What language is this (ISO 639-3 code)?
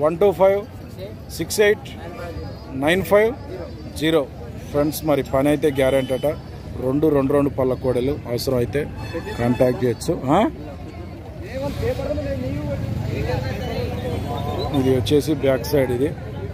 tel